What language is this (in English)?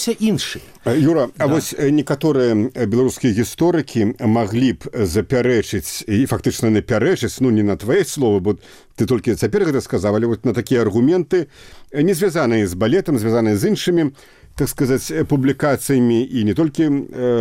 Belarusian